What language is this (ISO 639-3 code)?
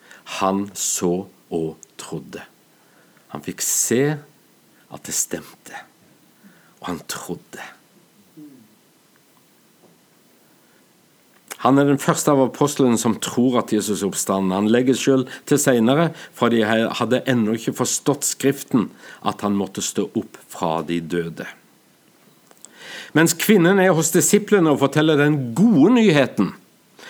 nor